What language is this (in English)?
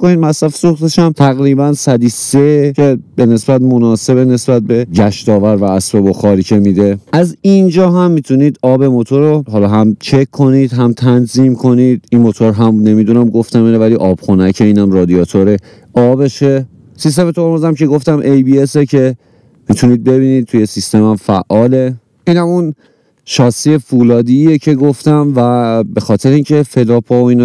Persian